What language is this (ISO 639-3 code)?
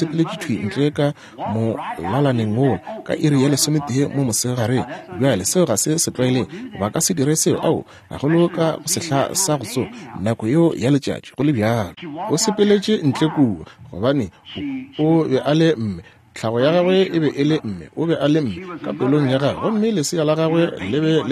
nso